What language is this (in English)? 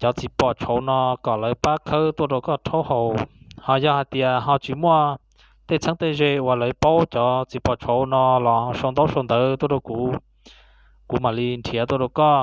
Hmong